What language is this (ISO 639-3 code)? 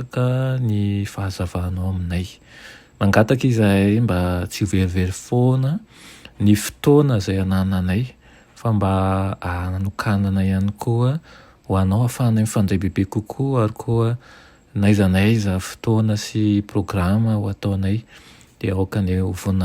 mlg